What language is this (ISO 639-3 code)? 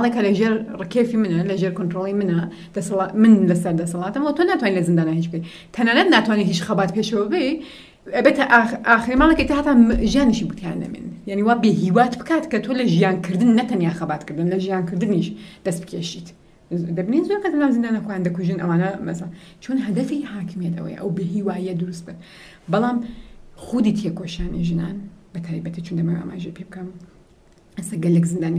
ckb